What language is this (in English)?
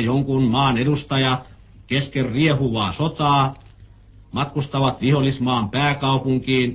Finnish